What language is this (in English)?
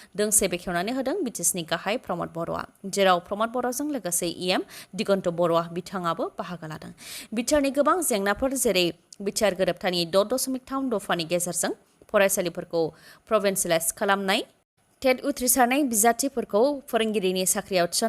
Bodo